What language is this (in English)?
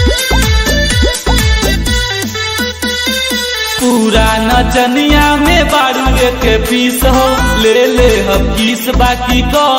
Bhojpuri